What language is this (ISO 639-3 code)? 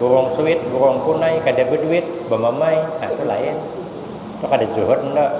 bjn